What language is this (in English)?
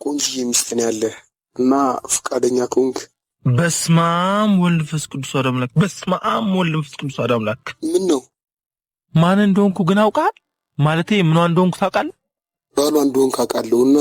Amharic